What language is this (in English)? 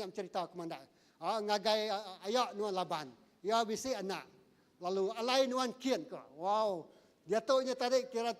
Iban